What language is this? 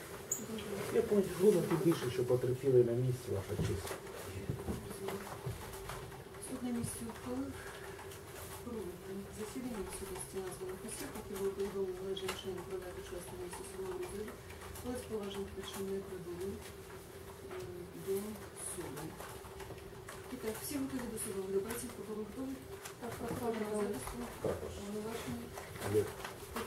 Ukrainian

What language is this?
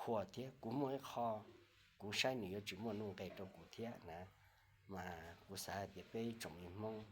Hmong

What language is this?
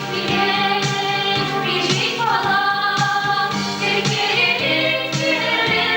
Chuvash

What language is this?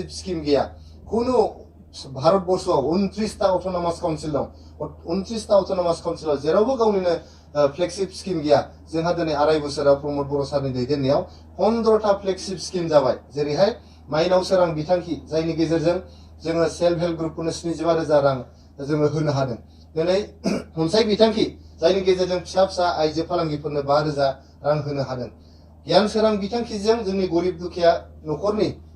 Bodo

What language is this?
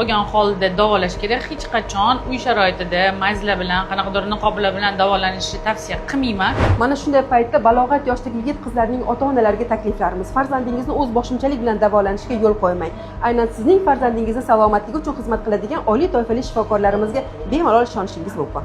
Uzbek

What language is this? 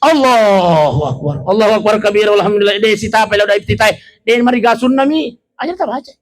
Buginese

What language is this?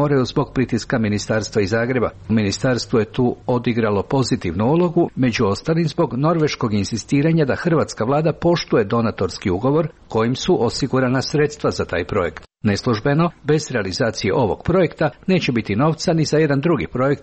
Croatian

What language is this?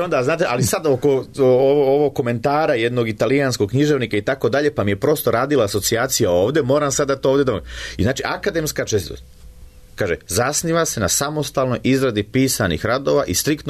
Serbian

